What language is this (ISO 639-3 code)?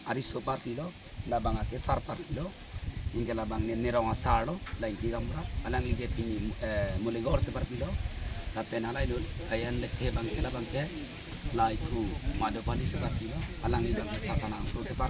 mjw